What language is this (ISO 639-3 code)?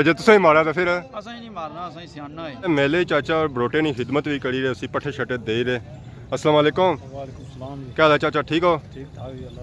phr